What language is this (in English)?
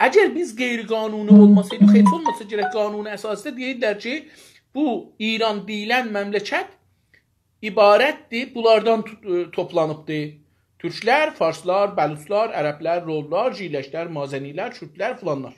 South Azerbaijani